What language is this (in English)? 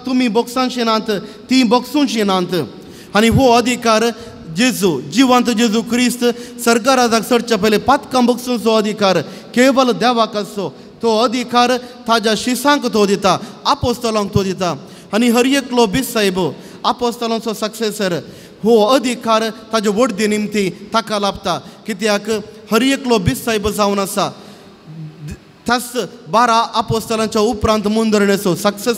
Konkani